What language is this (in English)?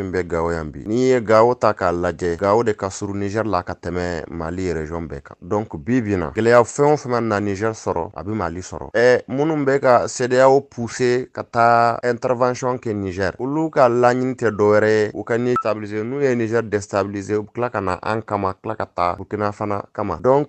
Bambara